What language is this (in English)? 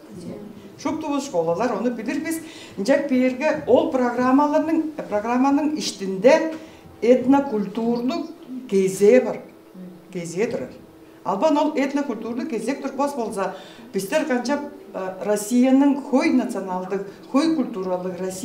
Tuvinian